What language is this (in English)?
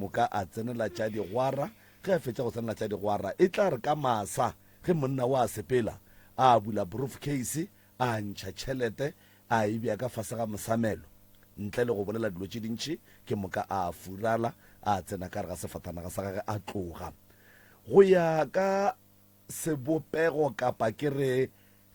Northern Sotho